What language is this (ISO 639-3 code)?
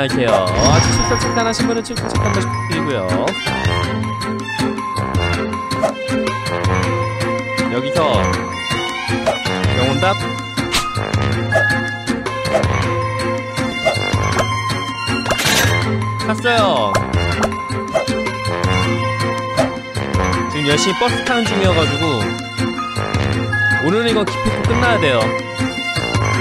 kor